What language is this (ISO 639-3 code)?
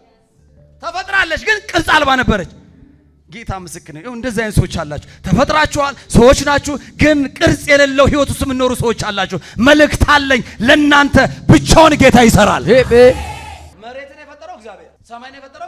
amh